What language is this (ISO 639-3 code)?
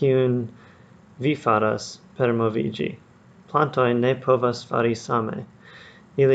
epo